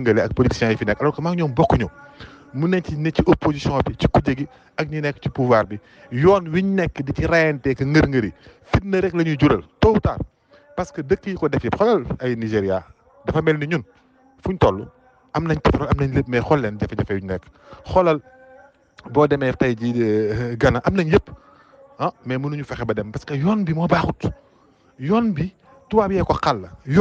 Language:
Wolof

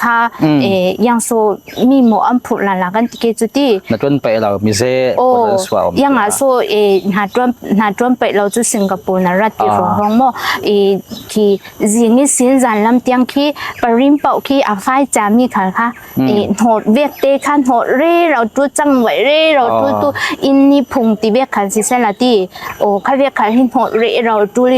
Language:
Falam Chin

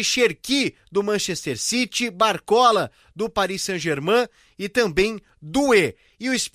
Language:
Portuguese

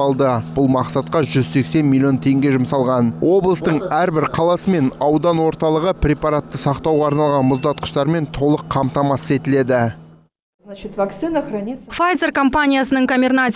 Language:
Kazakh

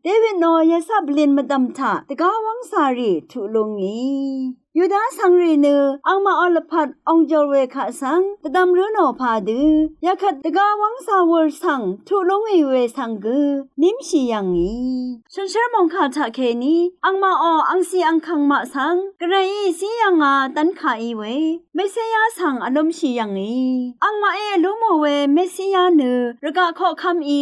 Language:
Rawang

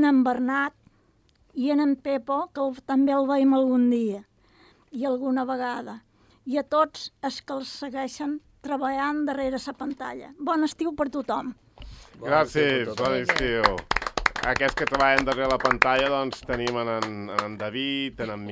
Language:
Catalan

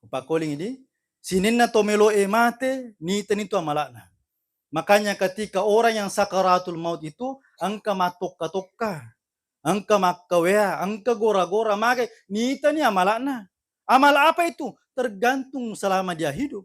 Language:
Buginese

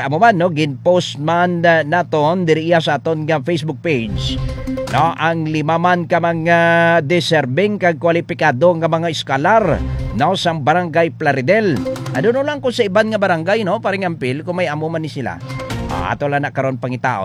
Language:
Hiligaynon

